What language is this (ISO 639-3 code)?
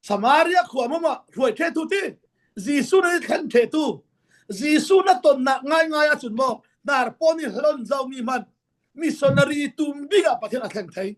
cfm